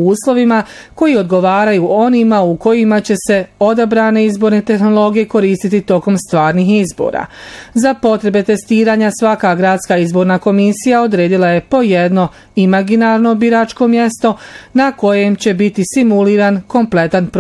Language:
Bosnian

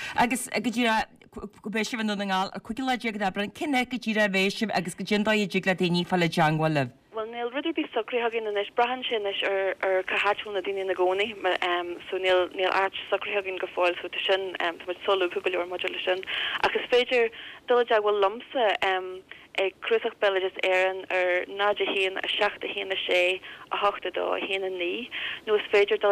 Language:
Irish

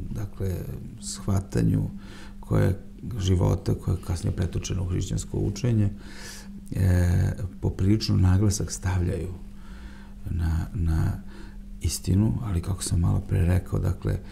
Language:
Serbian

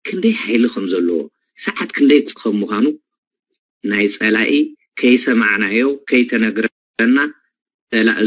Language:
Tigrinya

